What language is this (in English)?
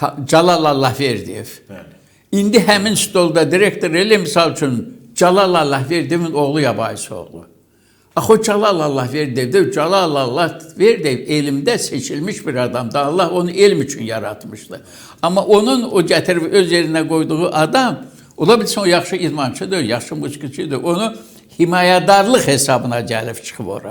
Azerbaijani